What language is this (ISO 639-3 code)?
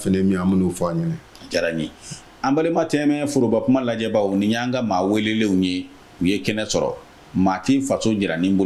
bam